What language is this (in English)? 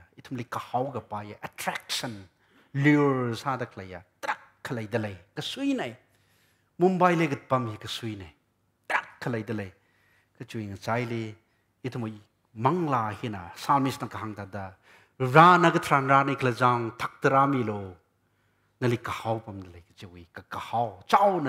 Tangkhul Naga (India)